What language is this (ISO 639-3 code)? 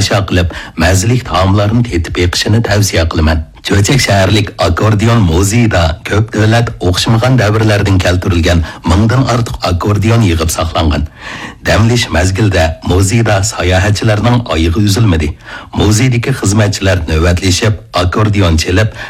uig